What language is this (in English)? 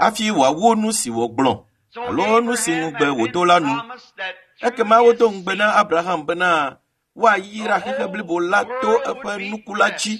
Ewe